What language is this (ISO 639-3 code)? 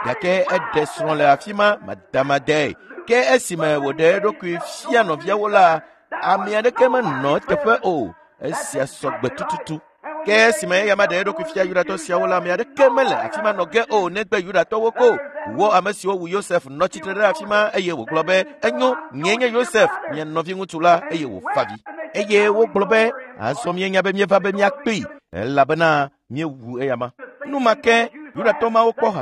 ewe